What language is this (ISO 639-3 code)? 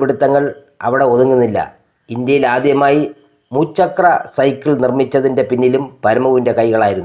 mal